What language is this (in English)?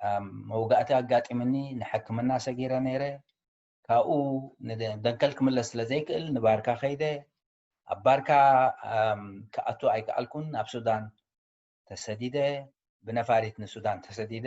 Tigrinya